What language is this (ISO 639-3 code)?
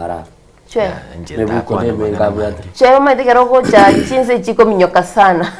guz